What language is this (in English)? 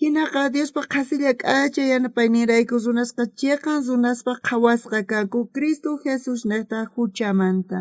South Bolivian Quechua